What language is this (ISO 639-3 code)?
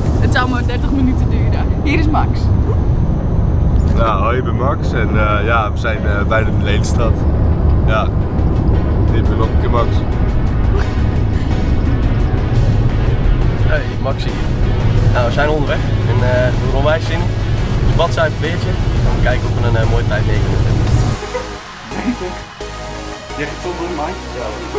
nld